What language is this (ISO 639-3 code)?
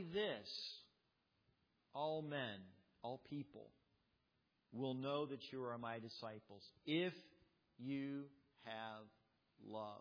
eng